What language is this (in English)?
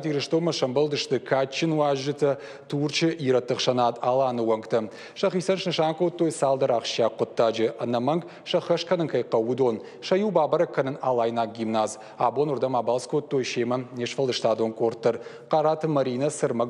Ossetic